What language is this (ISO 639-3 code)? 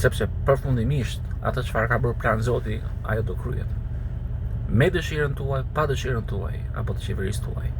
sqi